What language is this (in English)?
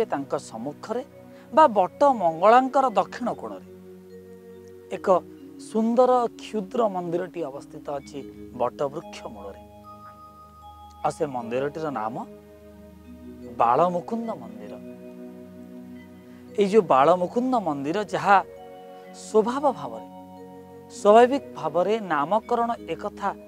Odia